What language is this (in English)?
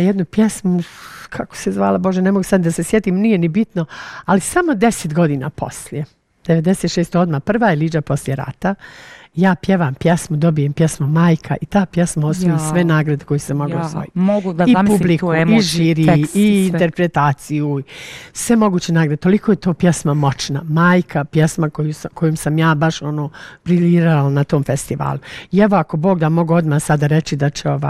Bosnian